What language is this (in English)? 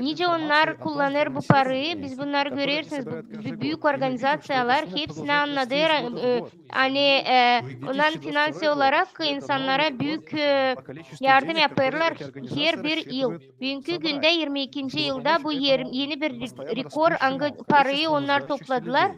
Gagauz